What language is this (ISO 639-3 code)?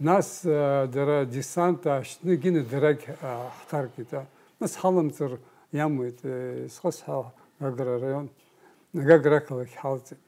abk